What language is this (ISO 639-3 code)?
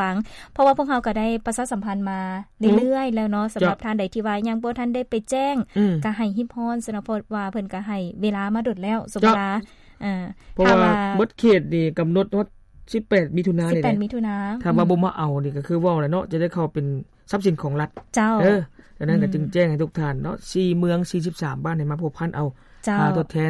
lao